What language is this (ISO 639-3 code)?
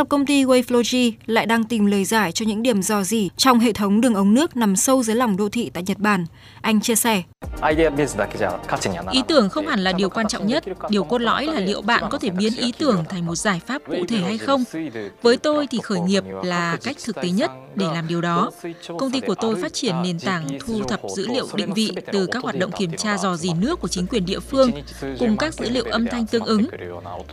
vie